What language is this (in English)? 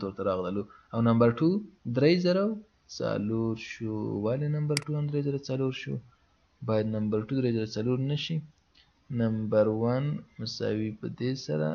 Pashto